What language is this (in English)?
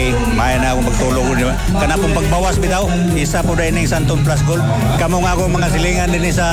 Cebuano